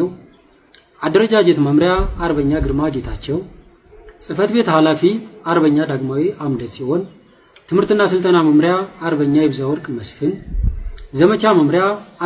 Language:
Amharic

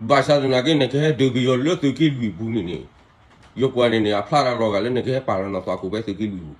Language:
S'gaw Karen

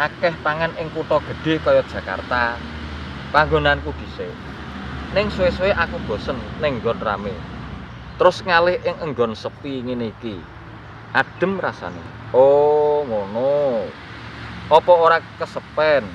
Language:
Javanese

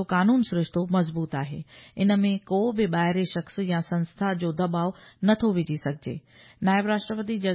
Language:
Sindhi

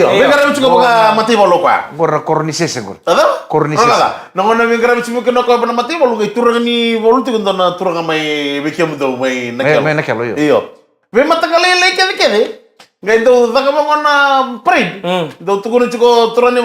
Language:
Fijian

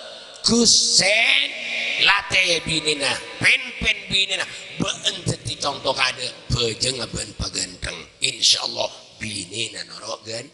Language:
Madurese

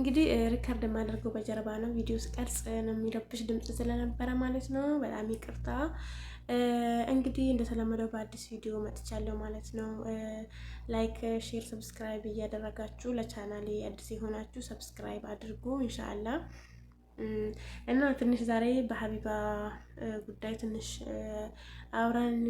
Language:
Amharic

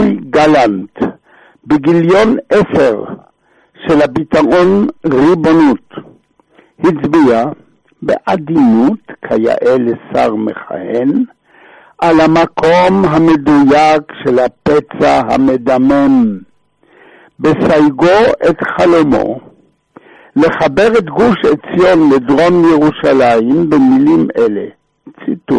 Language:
Hebrew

